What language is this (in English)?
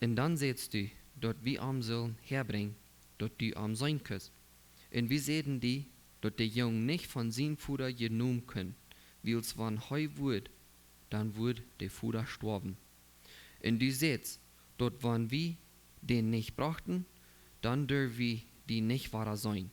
Plautdietsch